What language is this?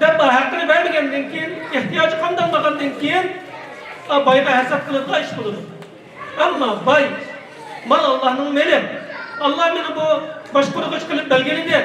Uyghur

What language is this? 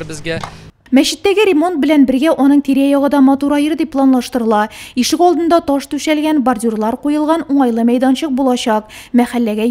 Tatar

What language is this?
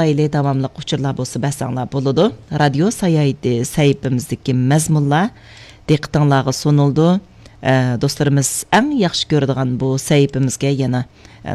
Uyghur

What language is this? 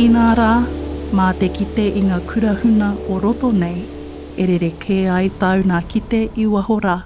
Māori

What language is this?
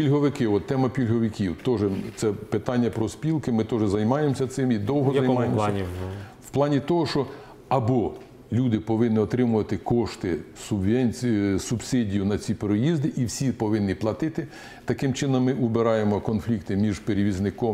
Ukrainian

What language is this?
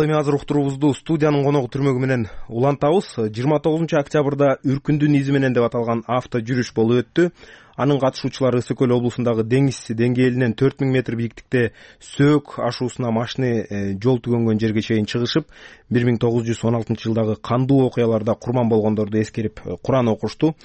Kyrgyz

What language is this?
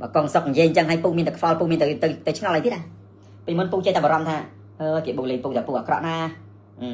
Khmer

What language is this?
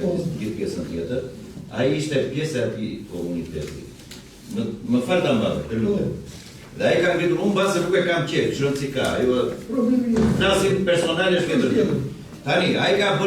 Albanian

